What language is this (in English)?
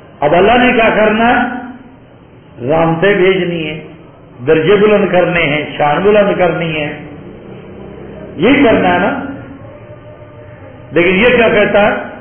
Urdu